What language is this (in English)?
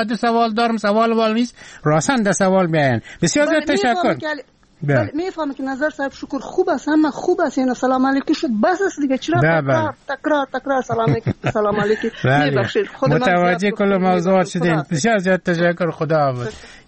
Persian